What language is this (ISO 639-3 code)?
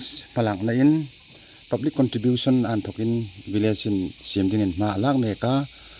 hmr